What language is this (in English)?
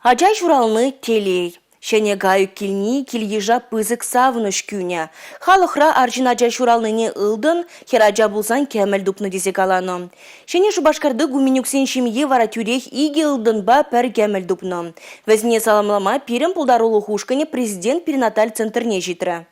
Chuvash